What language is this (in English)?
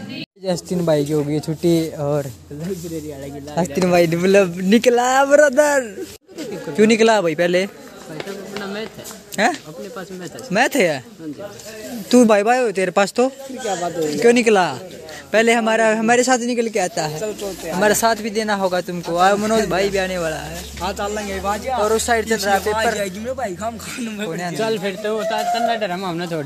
Hindi